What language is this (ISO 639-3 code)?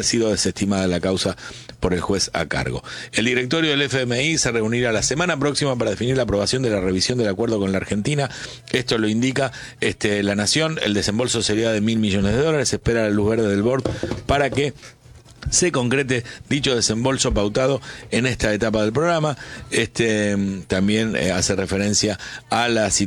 spa